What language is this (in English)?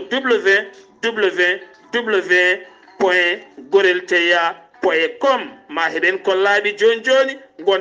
Fula